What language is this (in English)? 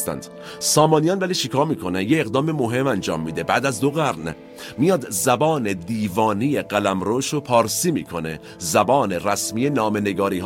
Persian